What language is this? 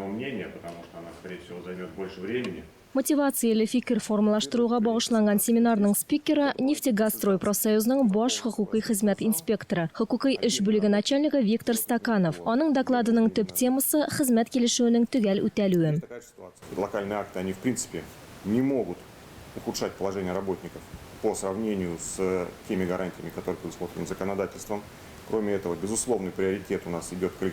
Tatar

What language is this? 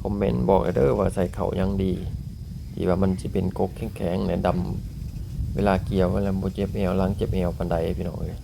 Lao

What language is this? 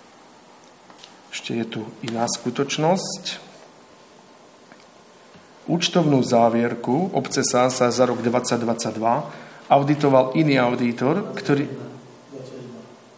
Slovak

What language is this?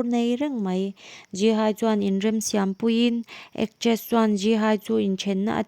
Mizo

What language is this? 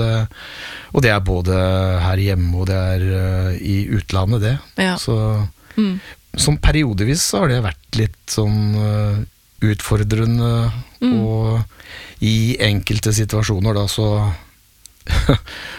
Norwegian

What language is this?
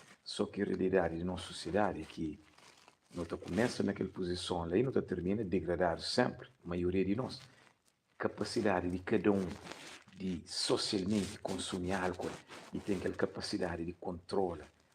Kabuverdianu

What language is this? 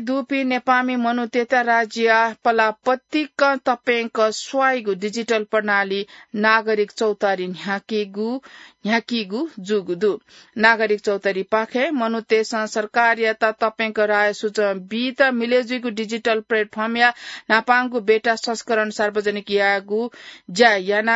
Newari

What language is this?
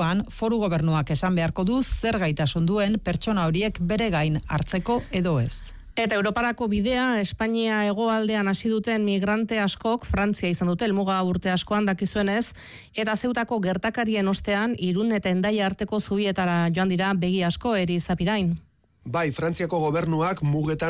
Basque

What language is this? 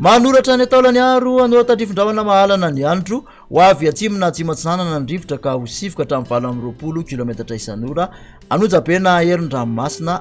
Malagasy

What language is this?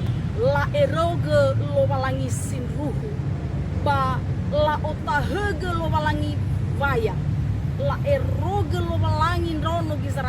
Nias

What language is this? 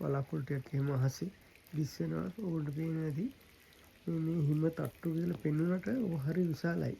Sinhala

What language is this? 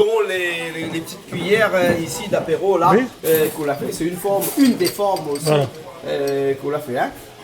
Réunion Creole French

